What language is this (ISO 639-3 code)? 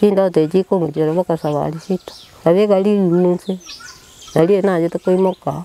guz